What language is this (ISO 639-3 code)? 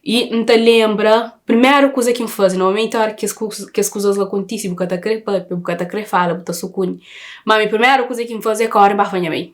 kea